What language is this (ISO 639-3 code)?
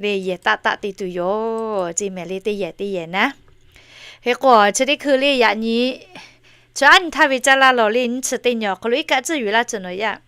lhu